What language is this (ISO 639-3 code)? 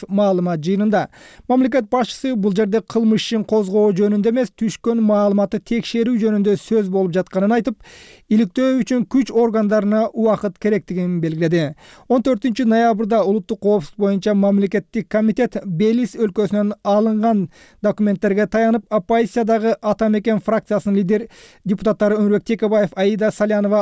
kir